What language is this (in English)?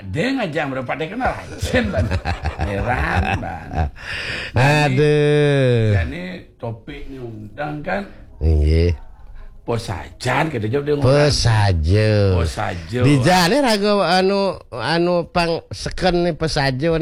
Balinese